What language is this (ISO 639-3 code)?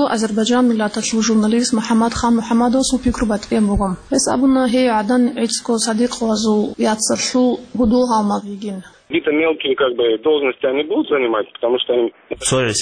ava